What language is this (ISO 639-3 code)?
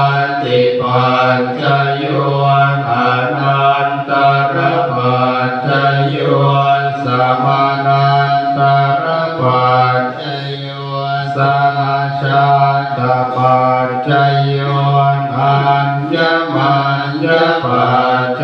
pli